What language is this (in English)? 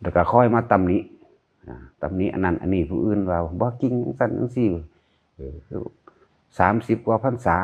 Northeastern Thai